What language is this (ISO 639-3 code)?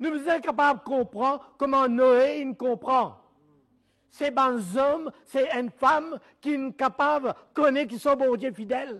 mfe